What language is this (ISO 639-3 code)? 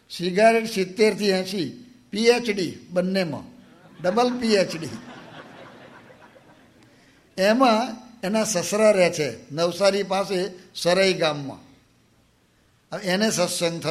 guj